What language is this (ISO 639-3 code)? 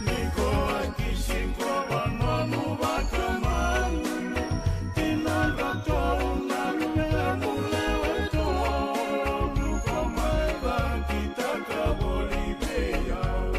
fij